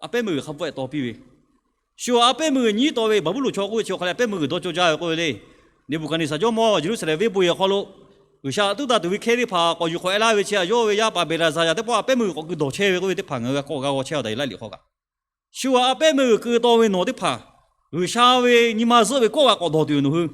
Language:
Lahu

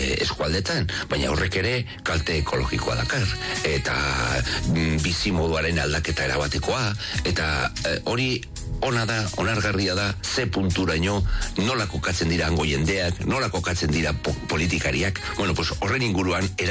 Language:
Basque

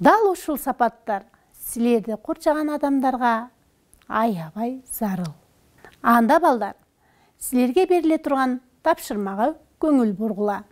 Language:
Kyrgyz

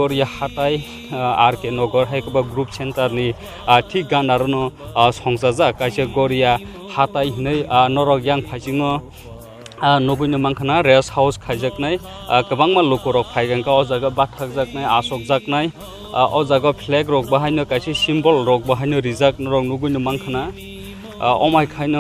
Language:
Kok Borok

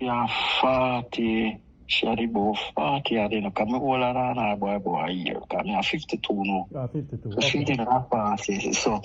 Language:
Jamaican Creole English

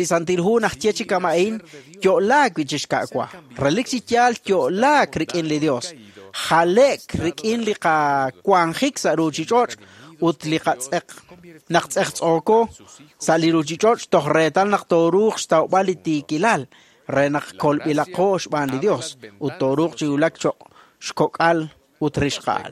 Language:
Kekchí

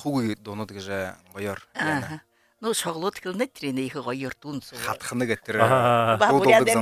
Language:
Buriat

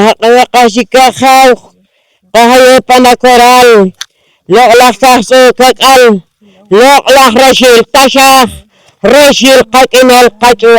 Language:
Poqomchi'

